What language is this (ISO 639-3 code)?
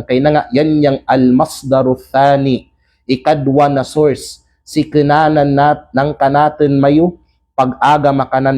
kqe